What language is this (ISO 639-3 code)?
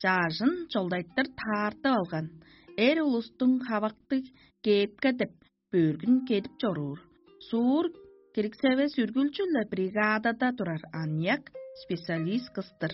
tyv